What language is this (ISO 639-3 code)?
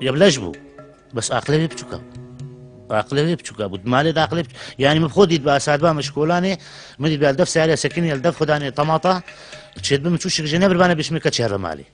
kur